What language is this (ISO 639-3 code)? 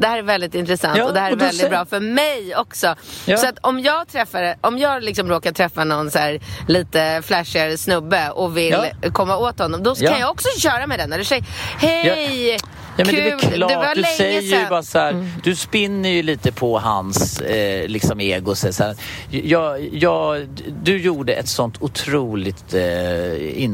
swe